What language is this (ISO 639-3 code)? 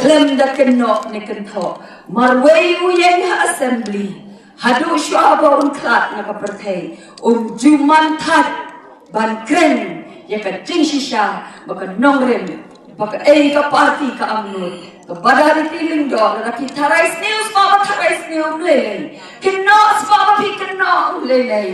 kha